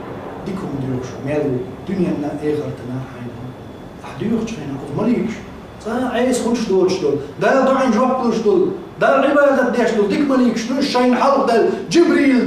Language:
Chechen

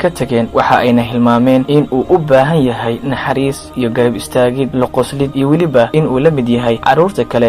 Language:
Somali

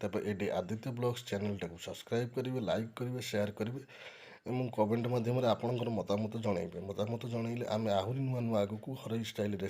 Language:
Odia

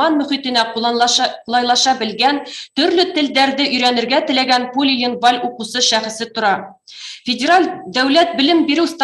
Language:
Bashkir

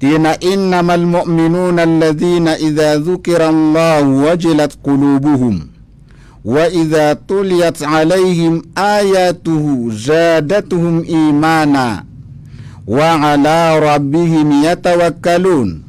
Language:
Maranao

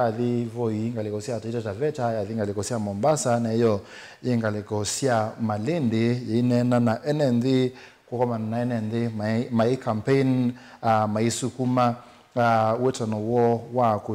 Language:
Kamba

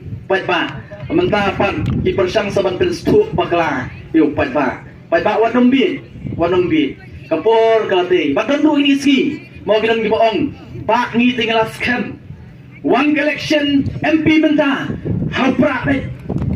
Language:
Khasi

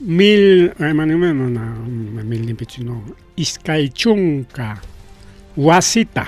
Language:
Ayacucho Quechua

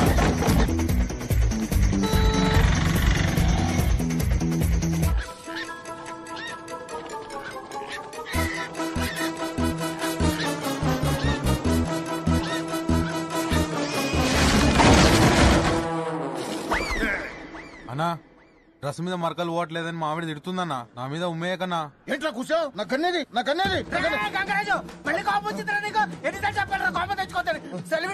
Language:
Telugu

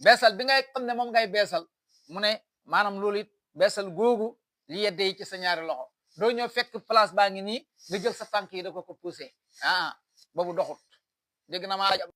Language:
Wolof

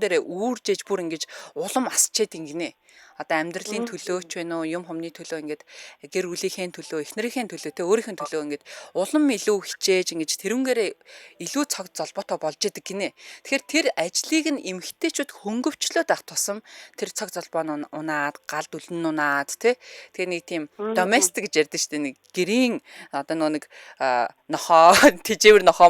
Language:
Mongolian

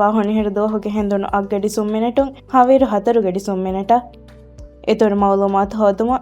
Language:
Divehi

